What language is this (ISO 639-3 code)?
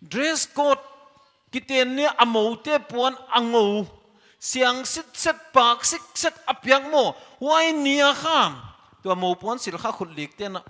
pck